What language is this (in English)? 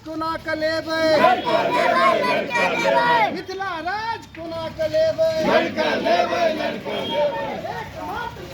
Maithili